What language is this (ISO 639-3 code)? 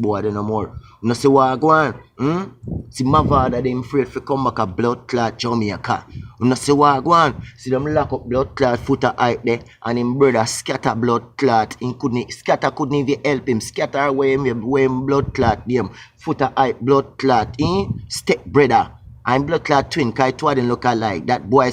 jam